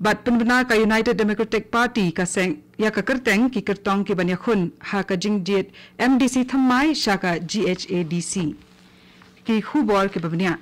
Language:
Khasi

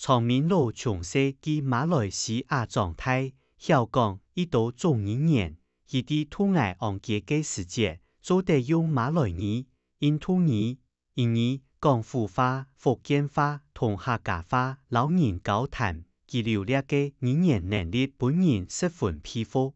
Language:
Hakka Chinese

